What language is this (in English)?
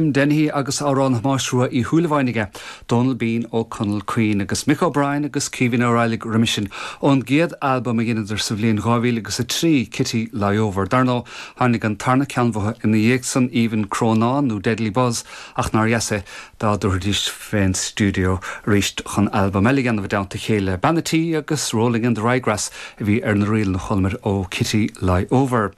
Irish